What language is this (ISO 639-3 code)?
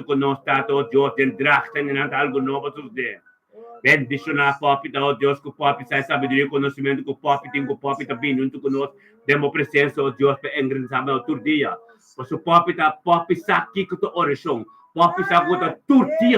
pap